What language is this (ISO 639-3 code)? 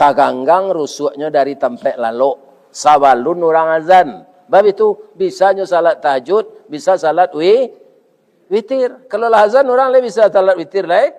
min